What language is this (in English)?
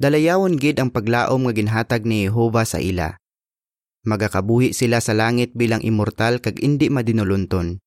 Hiligaynon